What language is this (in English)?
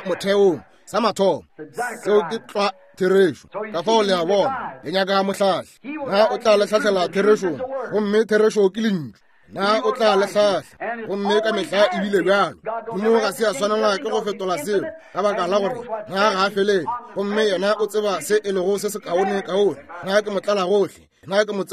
Northern Sotho